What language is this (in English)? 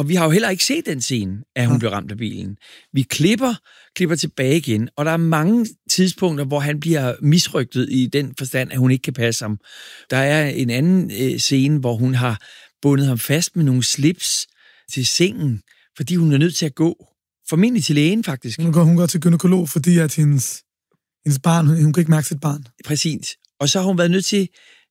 Danish